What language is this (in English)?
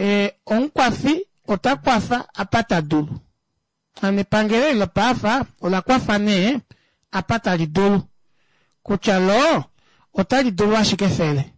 Kuanyama